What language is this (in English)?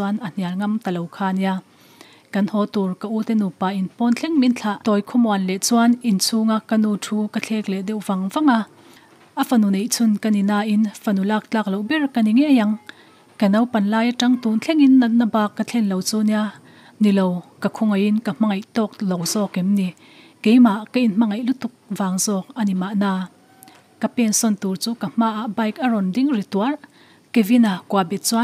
Mizo